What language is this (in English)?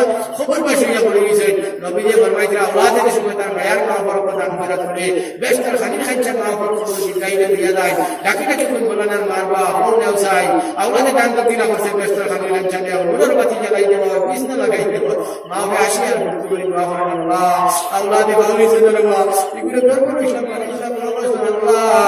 Sylheti